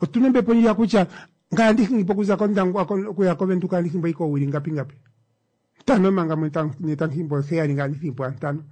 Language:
Kuanyama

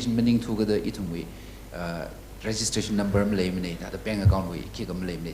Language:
Tangkhul Naga (India)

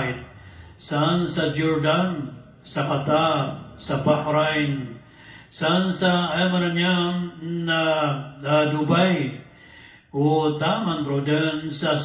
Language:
Maranao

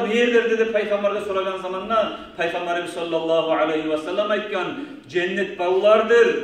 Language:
Kumyk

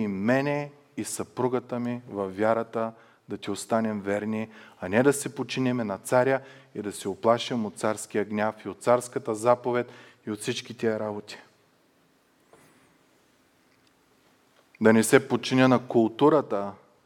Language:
Bulgarian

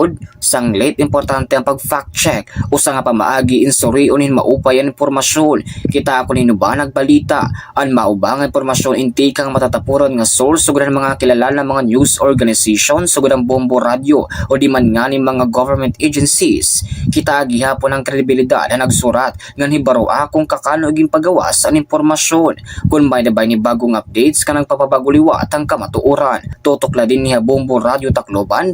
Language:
Waray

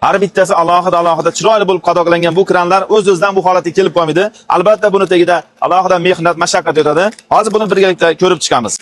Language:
Uzbek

